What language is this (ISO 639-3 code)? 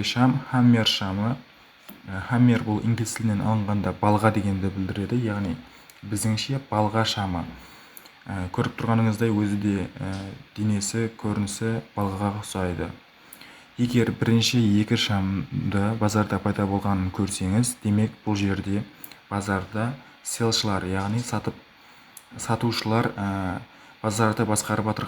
kaa